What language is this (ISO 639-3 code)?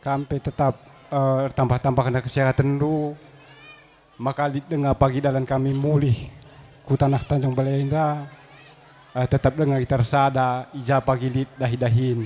btx